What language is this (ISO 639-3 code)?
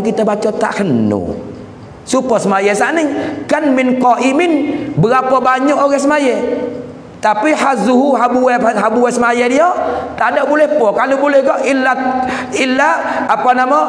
mfa